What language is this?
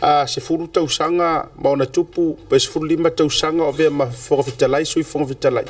Samoan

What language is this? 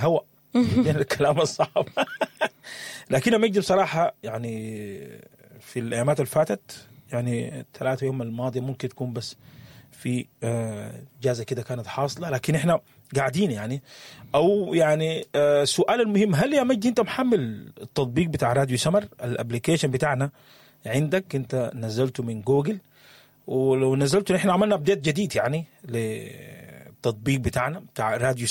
Sudanese Arabic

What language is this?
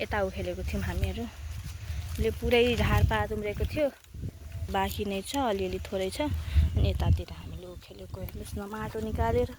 Nepali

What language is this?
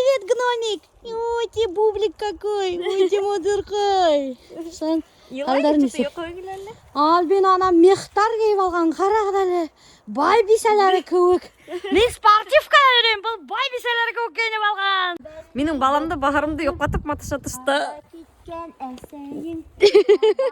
Bashkir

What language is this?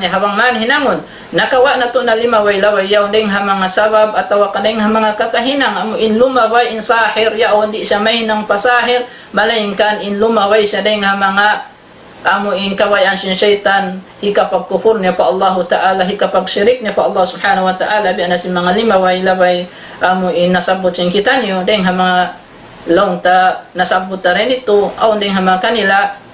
Tausug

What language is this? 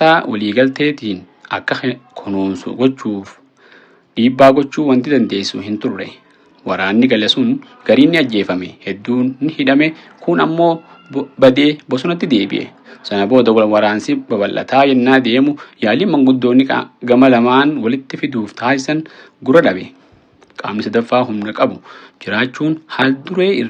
Oromo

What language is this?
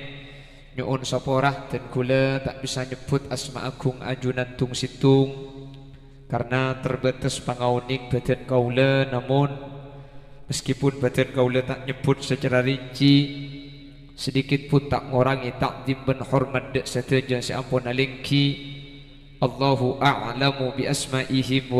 Madurese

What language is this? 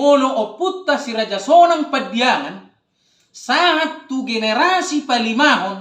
Batak Toba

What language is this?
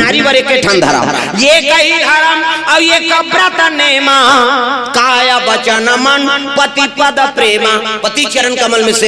Chhattisgarhi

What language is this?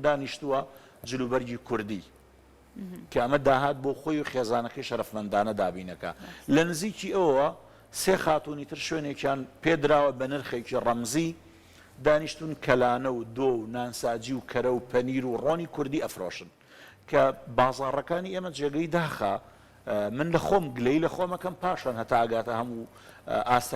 Central Kurdish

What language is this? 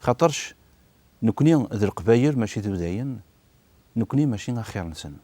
Kabyle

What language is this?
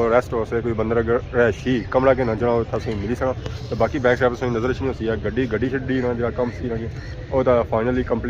Pahari-Potwari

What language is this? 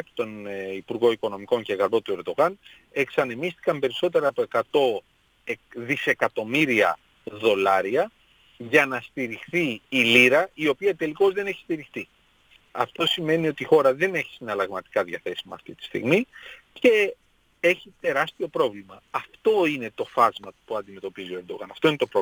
Greek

